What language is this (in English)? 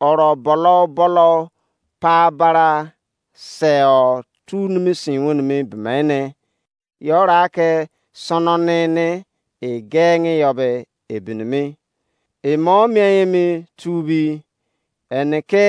Izon